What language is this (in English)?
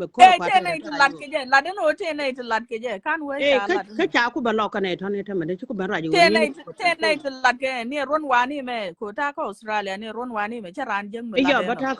Nuer